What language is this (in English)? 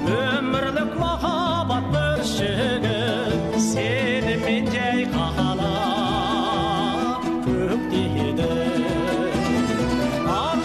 Kazakh